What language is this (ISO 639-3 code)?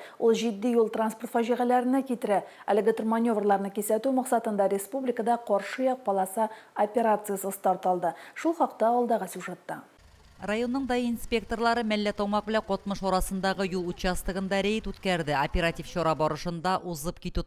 tat